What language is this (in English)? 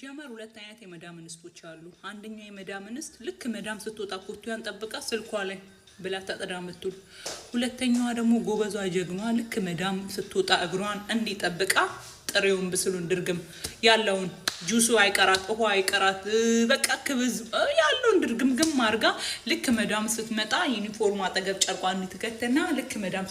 Amharic